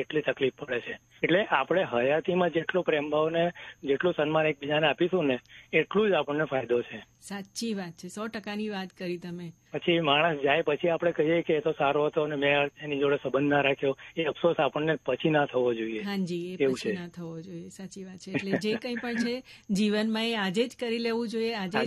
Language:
Gujarati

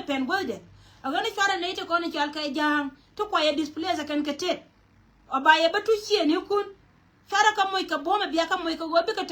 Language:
Nuer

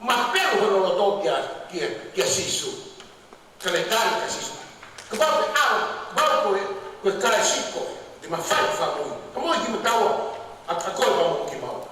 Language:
Tongan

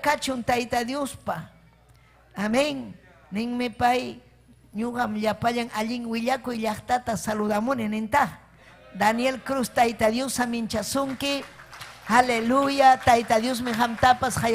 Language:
Ayacucho Quechua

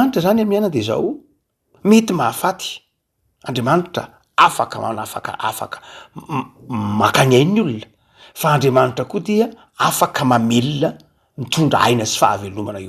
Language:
Malagasy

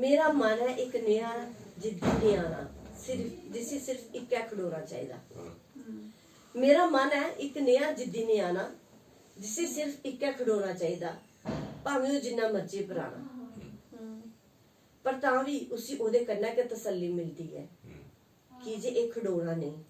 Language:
Dogri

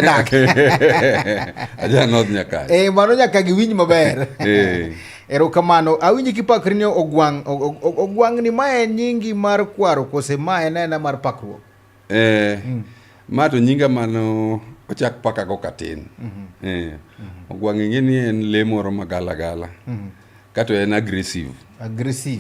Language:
Luo (Kenya and Tanzania)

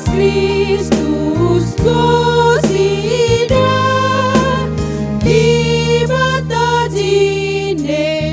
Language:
Batak Karo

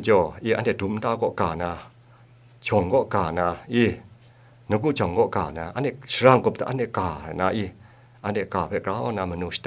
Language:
Kachin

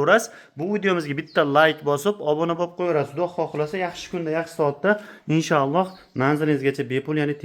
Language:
Uzbek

